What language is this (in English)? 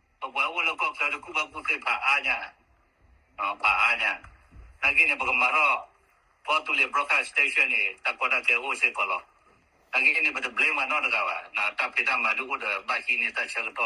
S'gaw Karen